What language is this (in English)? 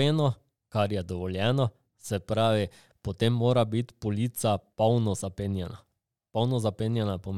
Slovenian